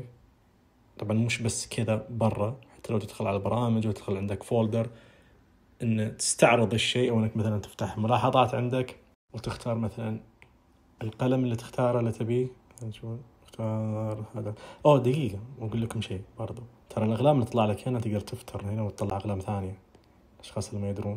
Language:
Najdi Arabic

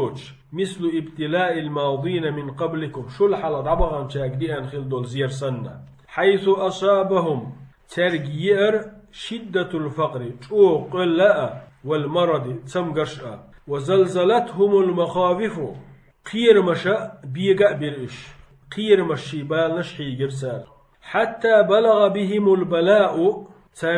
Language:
Chechen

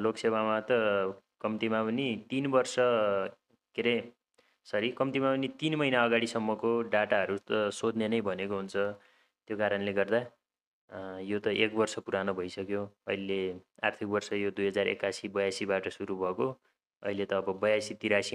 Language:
Nepali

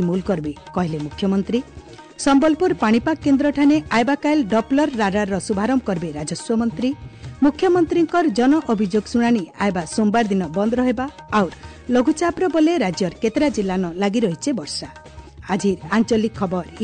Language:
Odia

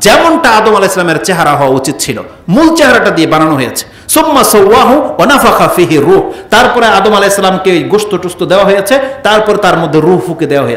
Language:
Bangla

